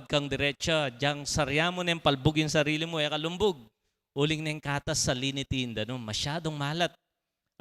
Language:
Pampanga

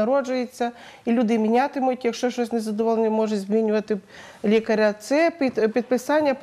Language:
Ukrainian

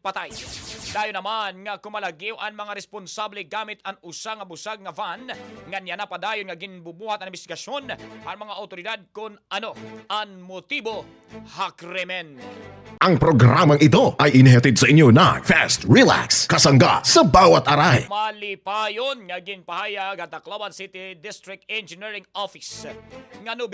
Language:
Waray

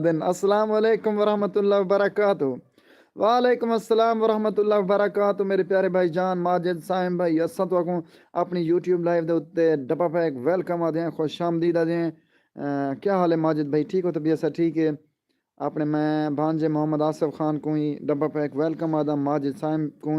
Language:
Saraiki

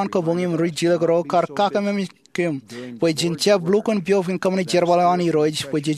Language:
Marshallese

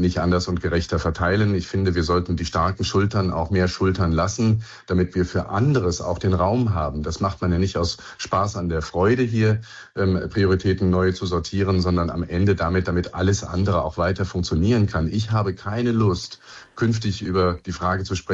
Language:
German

